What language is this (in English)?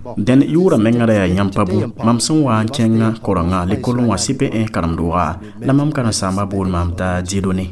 Mossi